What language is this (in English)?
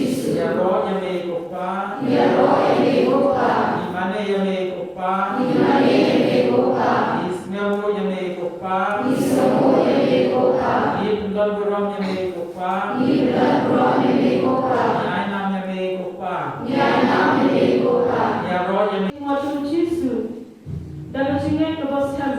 Khasi